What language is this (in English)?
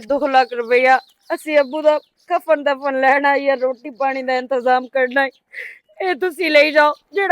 Western Panjabi